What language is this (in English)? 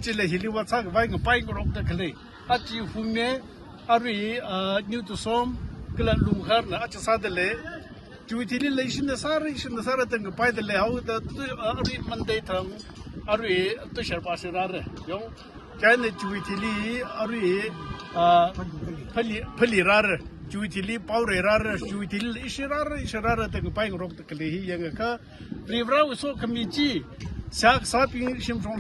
Tangkhul Naga (India)